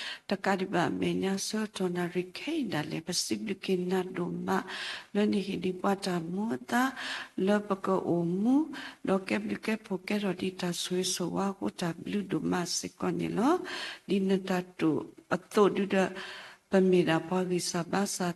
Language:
S'gaw Karen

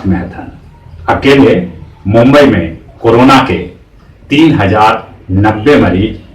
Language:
Magahi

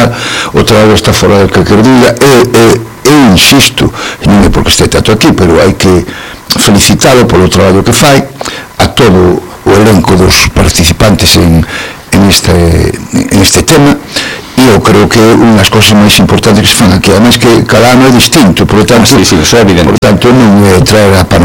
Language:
Galician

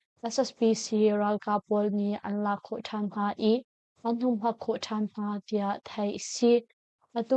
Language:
Hakha Chin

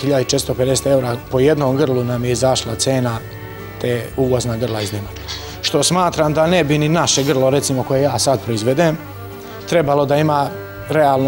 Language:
Serbian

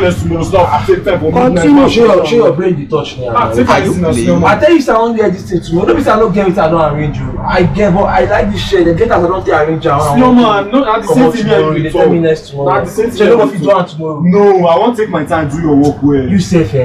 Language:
Nigerian Pidgin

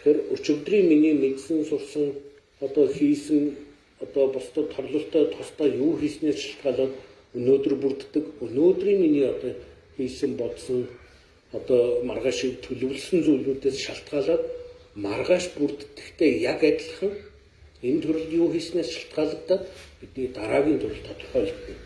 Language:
Mongolian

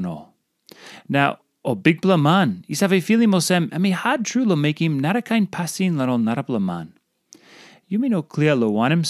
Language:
Tok Pisin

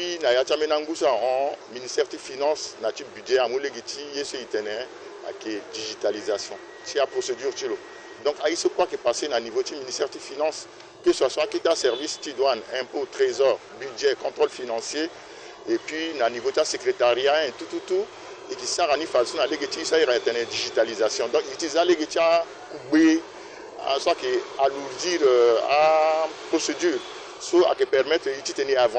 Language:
Sango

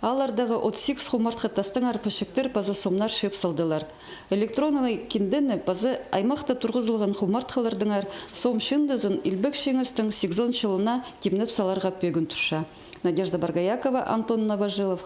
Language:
Khakas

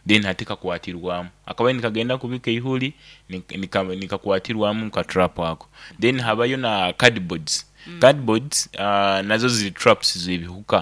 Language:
Nyoro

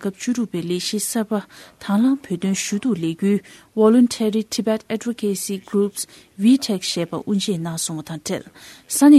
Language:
Tibetan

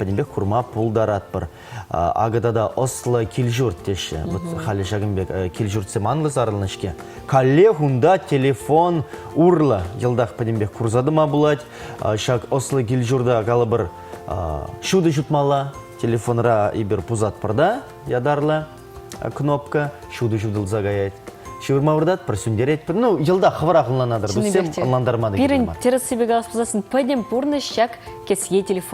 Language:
Chuvash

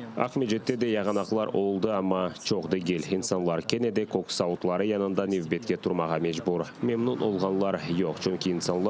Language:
Crimean Tatar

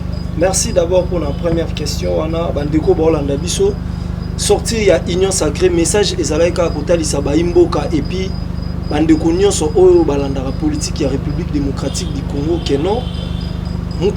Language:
Lingala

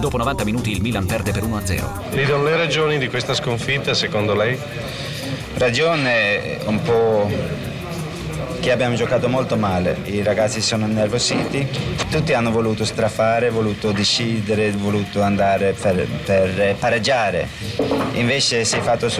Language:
Italian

